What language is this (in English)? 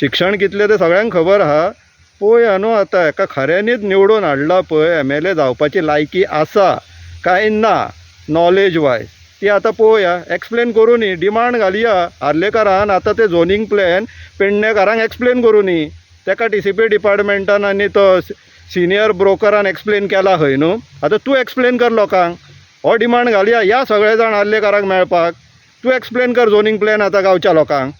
Konkani